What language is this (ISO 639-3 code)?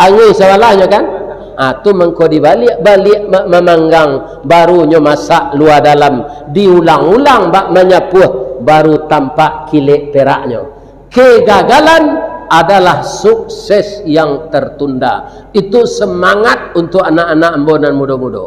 min